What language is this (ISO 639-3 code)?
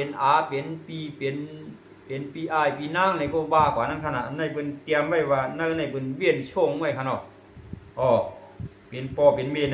shn